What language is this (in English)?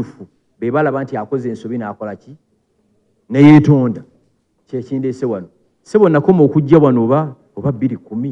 Ganda